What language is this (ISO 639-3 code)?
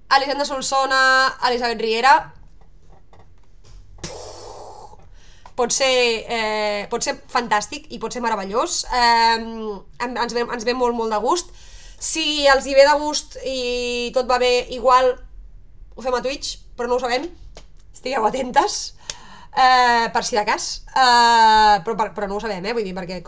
cat